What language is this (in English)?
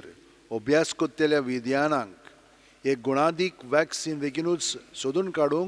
Konkani